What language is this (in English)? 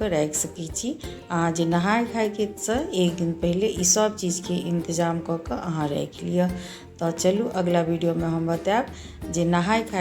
Maithili